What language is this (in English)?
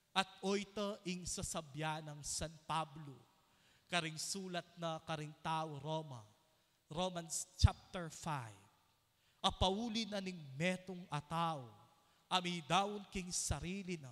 Pampanga